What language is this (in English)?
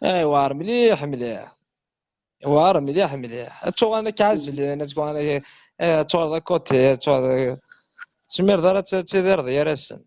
Kabyle